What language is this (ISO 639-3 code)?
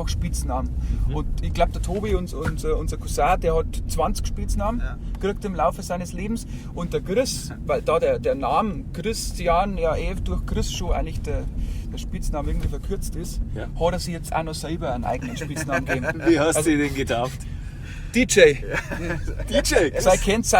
bar